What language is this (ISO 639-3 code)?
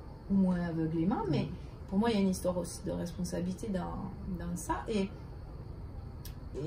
fra